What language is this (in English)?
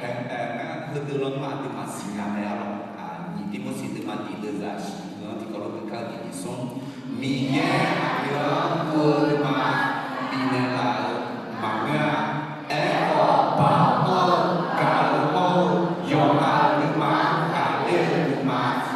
Akha